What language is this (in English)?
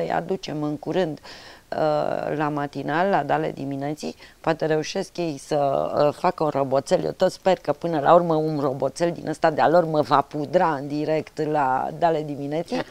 Romanian